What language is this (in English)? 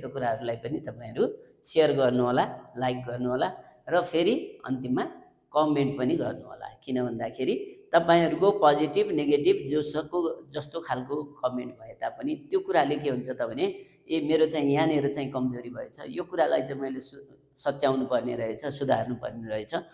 Nepali